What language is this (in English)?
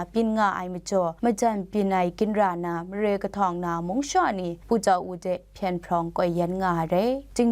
Kachin